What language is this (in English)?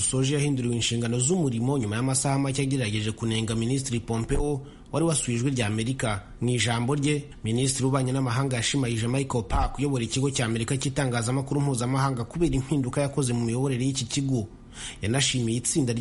Kinyarwanda